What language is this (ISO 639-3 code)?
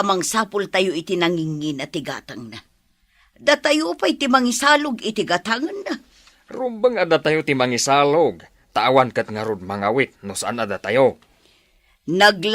ilo